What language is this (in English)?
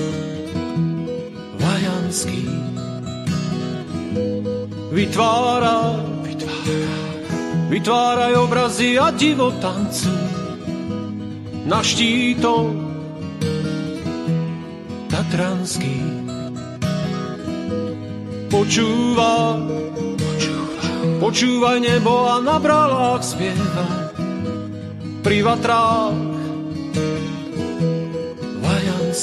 Slovak